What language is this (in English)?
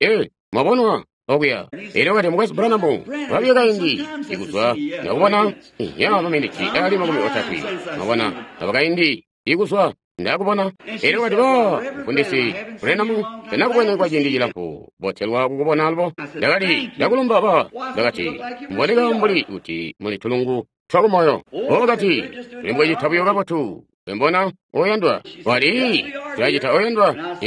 Tonga (Zambia)